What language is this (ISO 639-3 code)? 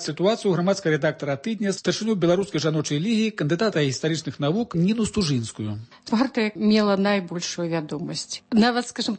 bel